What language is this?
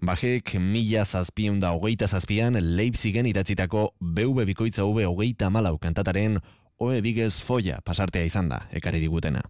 Basque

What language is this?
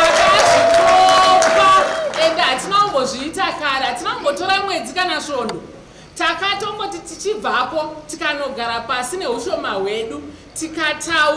Shona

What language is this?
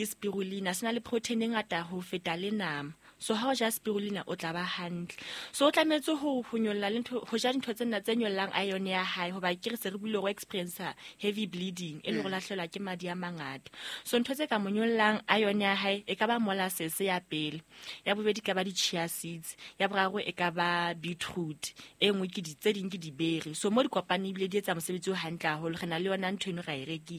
Southern Sotho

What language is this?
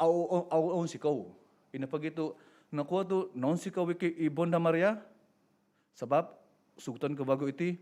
Central Dusun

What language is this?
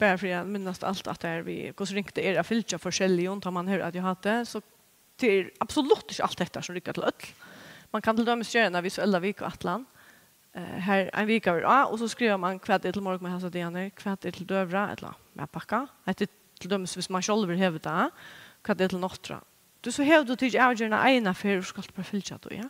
Faroese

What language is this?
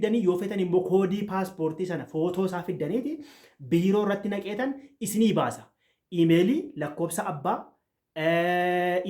Oromo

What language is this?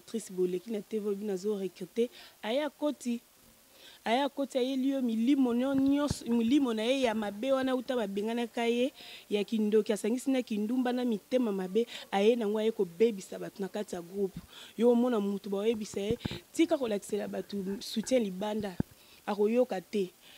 Lingala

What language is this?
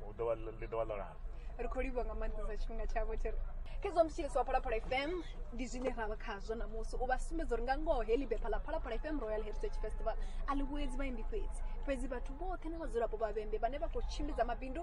Venda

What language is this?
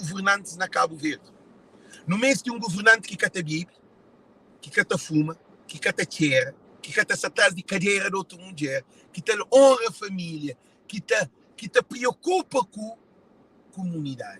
Kabuverdianu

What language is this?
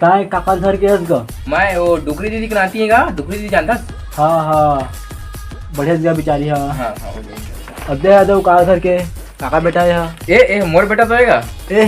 Chhattisgarhi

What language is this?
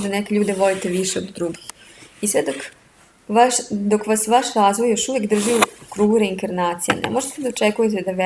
Serbian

